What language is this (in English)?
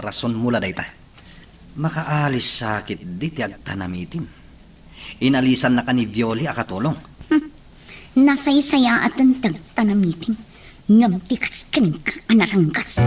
Iloko